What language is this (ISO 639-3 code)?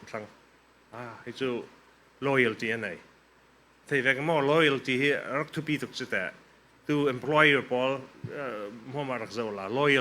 cfm